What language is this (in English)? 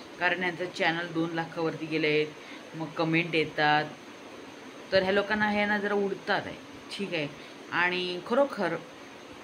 Marathi